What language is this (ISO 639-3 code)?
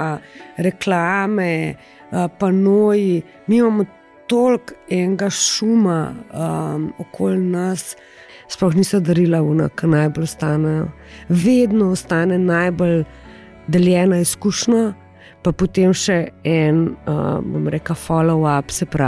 slv